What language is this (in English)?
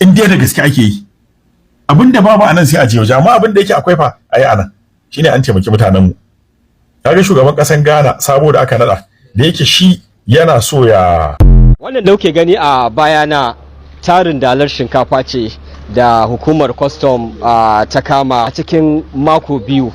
Hausa